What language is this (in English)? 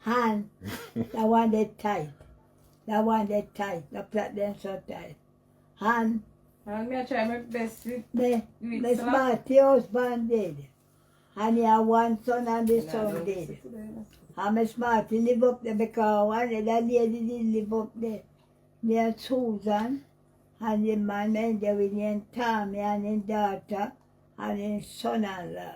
Jamaican Creole English